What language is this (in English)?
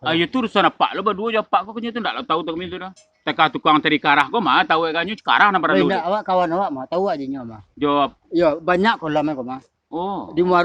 Minangkabau